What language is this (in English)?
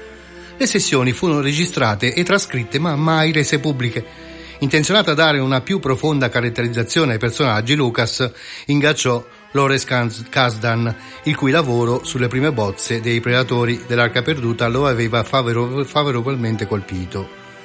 Italian